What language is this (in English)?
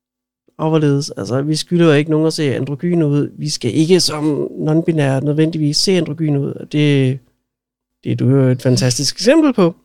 Danish